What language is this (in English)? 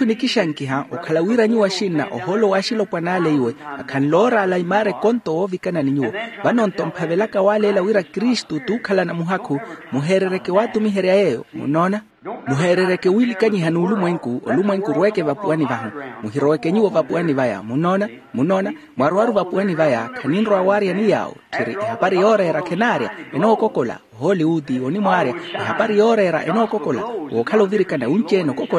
Makhuwa